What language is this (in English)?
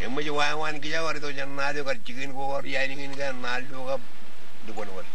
Marshallese